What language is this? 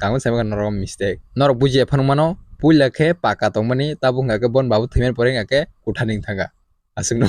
Kok Borok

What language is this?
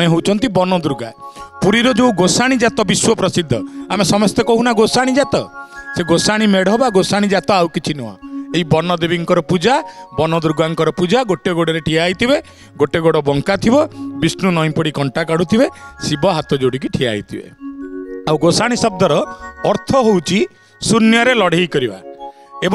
Odia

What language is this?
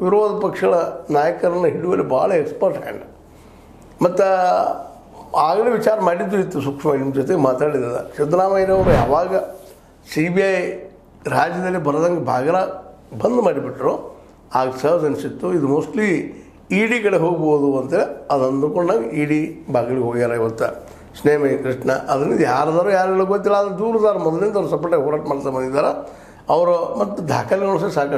Kannada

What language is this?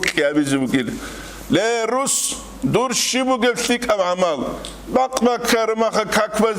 Avaric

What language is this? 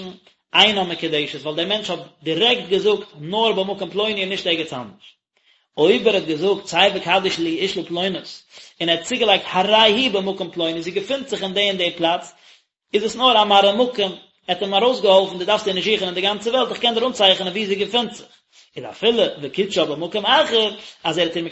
Yiddish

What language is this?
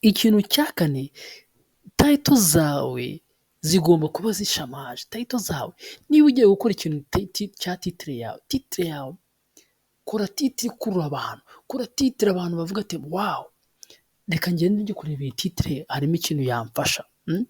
Kinyarwanda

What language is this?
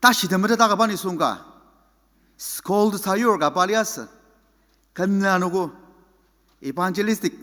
Ao Naga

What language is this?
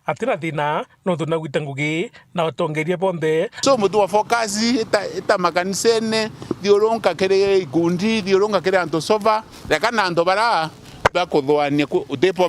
Meru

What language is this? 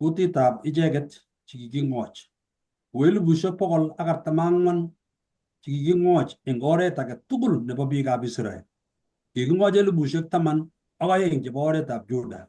Kalenjin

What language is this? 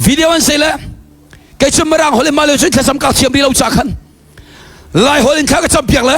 Hakha Chin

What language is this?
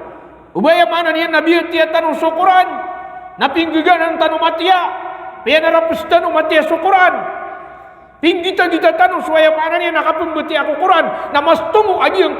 Maranao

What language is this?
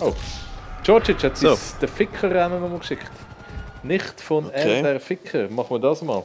Swiss German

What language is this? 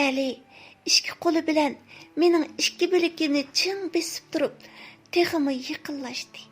Uyghur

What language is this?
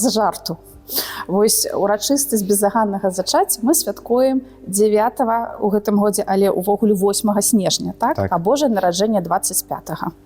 Belarusian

